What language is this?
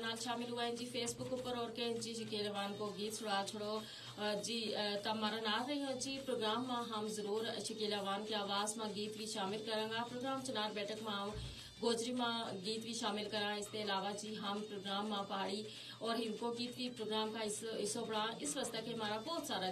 Gujari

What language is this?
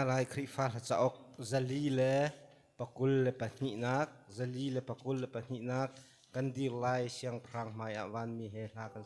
Hakha Chin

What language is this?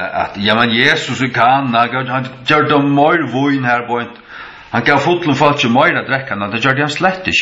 Faroese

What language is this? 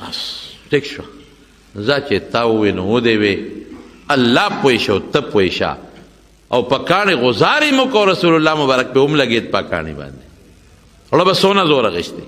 Pashto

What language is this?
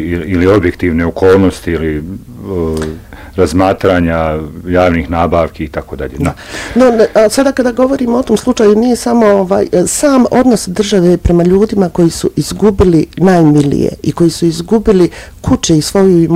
Bosnian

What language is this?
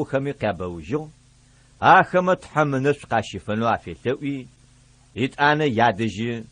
Adyghe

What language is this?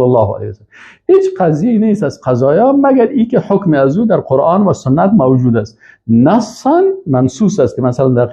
Persian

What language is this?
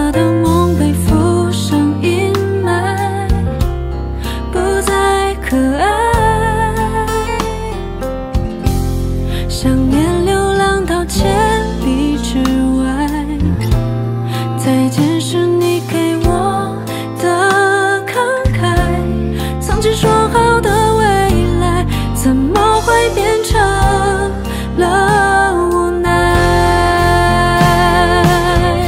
Chinese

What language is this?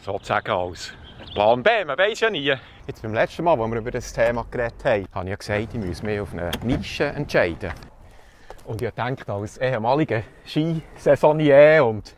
Swiss German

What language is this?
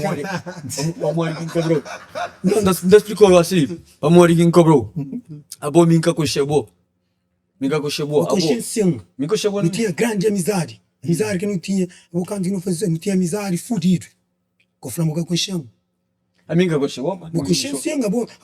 Kabuverdianu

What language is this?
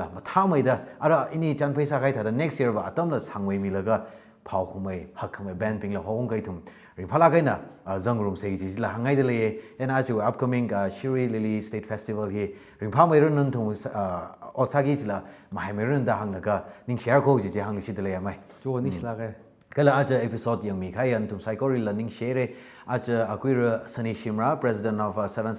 Tangkhul Naga (India)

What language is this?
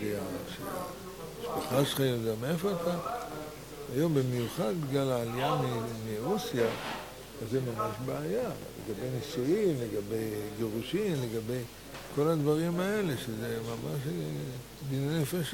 Hebrew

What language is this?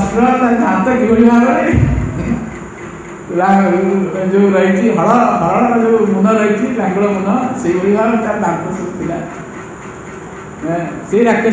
Odia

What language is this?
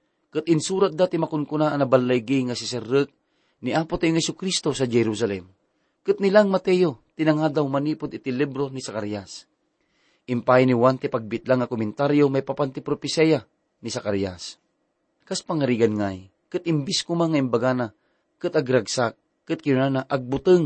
Iloko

